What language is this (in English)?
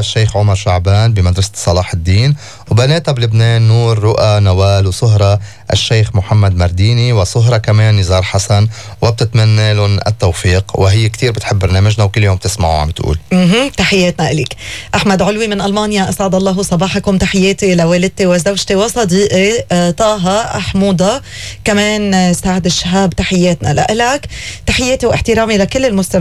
North Levantine Arabic